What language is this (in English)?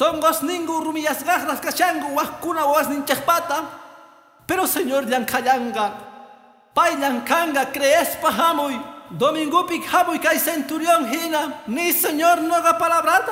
Quechua